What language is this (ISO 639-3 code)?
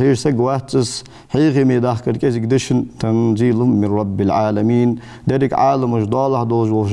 inh